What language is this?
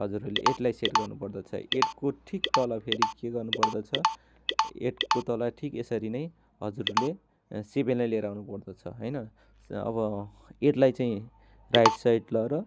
Nepali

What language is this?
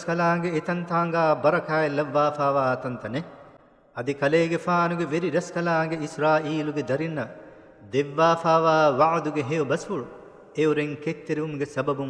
Divehi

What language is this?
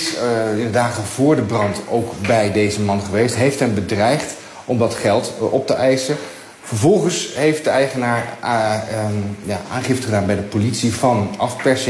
Dutch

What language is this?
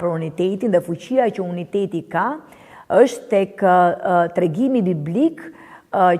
Albanian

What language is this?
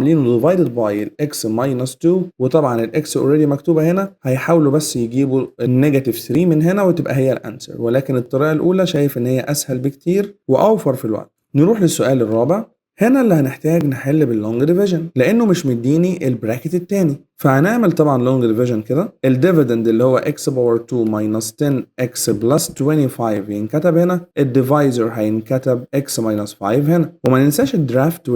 Egyptian Arabic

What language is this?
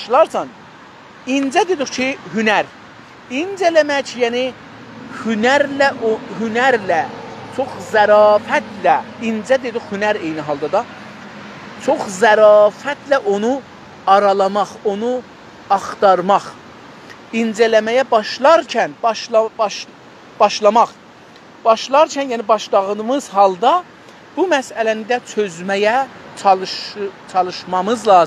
South Azerbaijani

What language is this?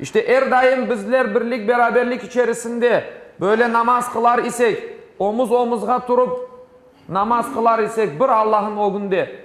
Crimean Tatar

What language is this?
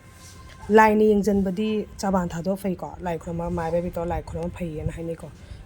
Manipuri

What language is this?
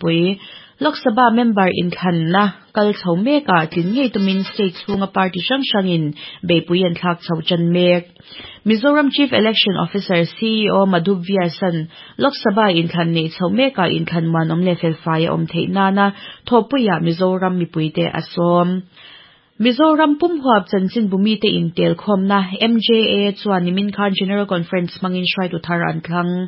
Mizo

